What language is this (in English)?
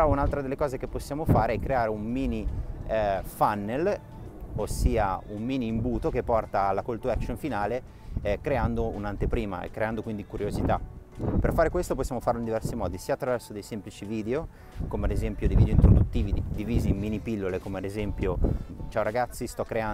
Italian